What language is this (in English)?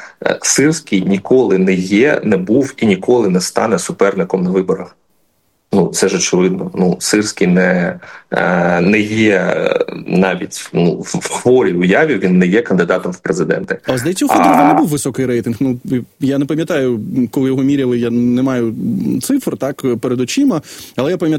Ukrainian